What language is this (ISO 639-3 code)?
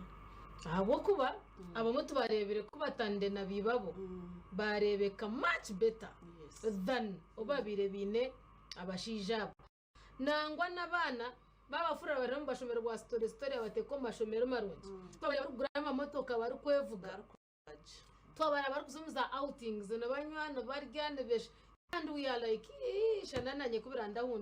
nyn